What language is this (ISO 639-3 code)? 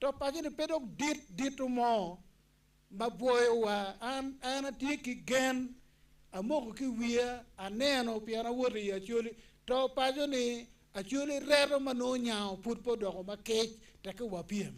ach